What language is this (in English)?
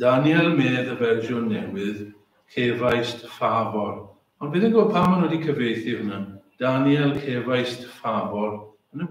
Welsh